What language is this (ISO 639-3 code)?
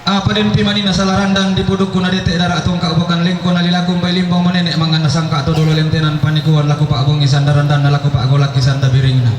sda